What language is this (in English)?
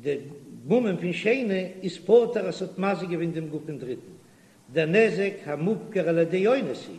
Yiddish